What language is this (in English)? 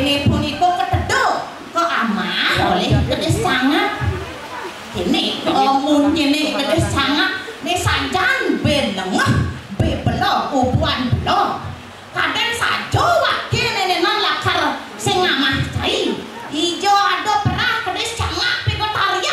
Balinese